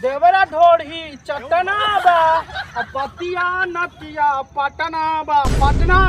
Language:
Magahi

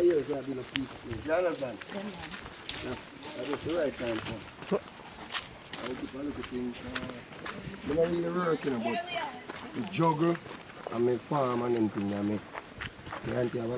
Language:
Jamaican Creole English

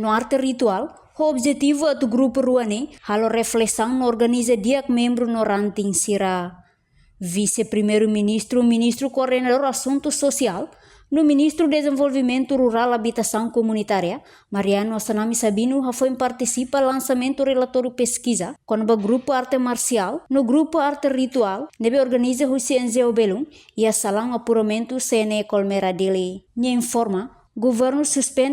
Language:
Tetum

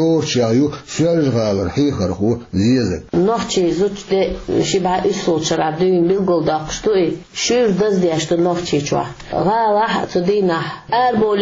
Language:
Chechen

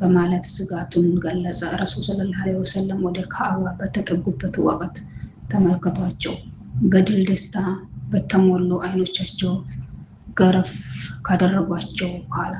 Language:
Amharic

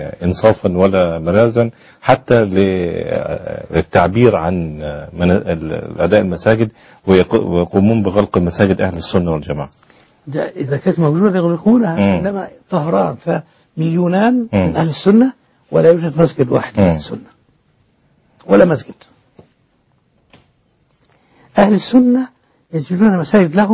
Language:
Arabic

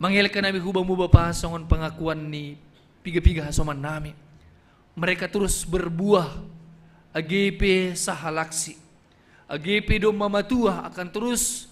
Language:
Batak Simalungun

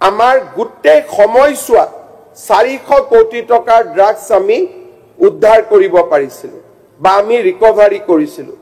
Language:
Assamese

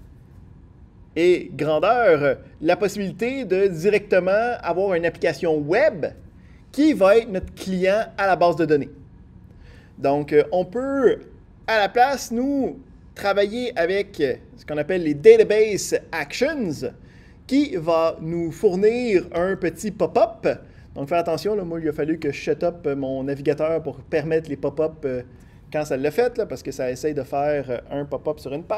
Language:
French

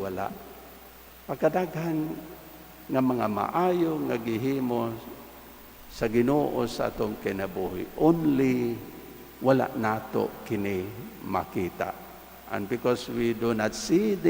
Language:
Cebuano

